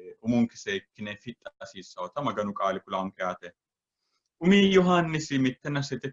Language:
Sidamo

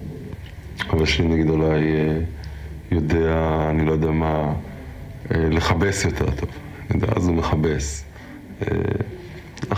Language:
Hebrew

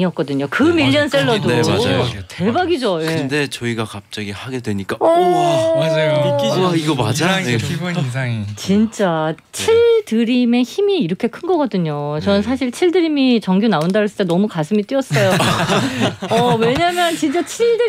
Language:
Korean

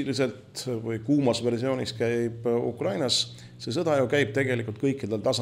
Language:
Estonian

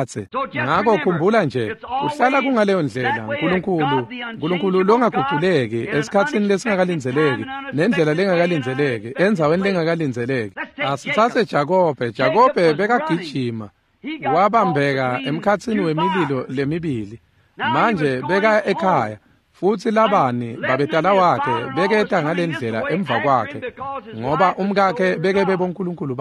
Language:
Swati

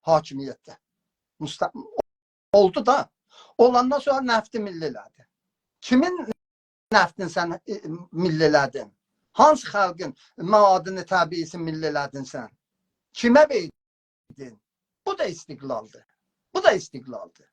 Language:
South Azerbaijani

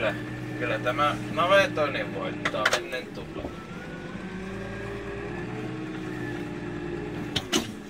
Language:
Finnish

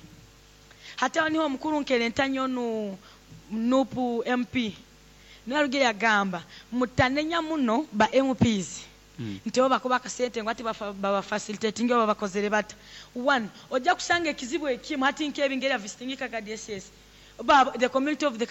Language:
Nyoro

